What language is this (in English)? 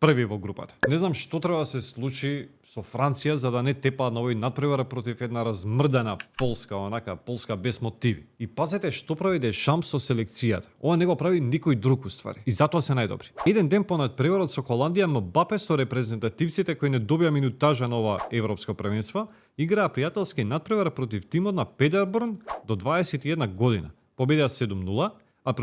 Macedonian